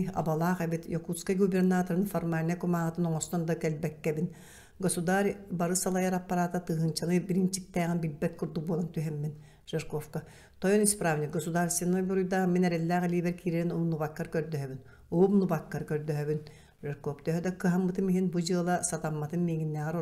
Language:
Yakut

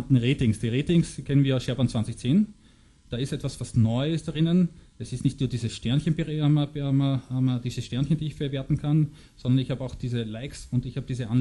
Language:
German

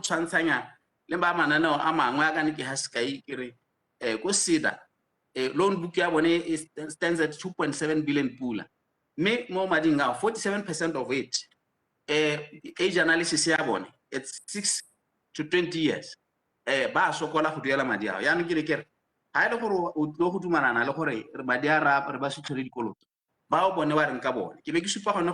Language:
Tswana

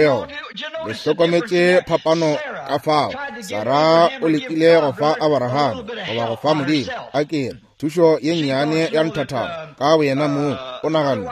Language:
Northern Sotho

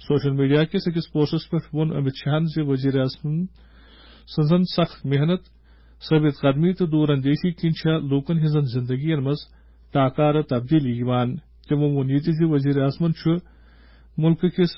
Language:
Kashmiri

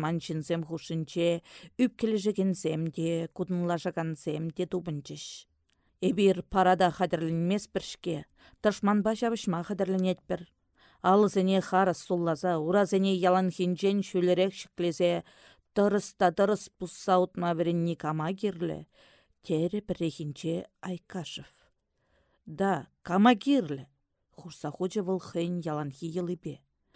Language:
Chuvash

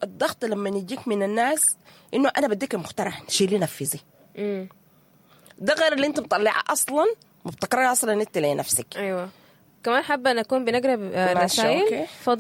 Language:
Sudanese Arabic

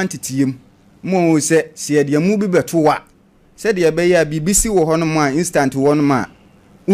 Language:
Akan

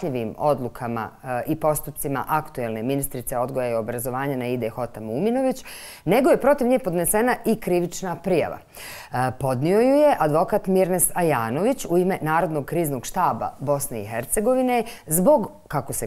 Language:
Bosnian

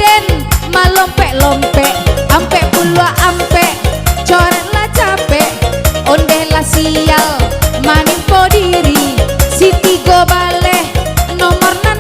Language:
Minangkabau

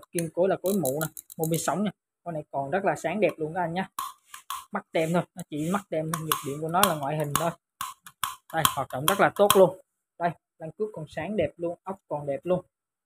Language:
Vietnamese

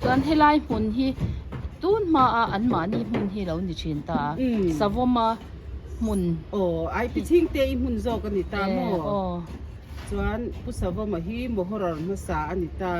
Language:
Mizo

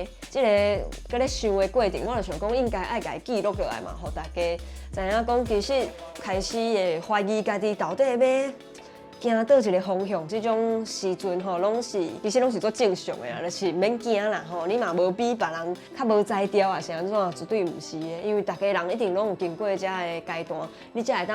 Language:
Min Nan Chinese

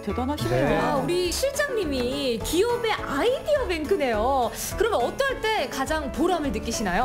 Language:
Korean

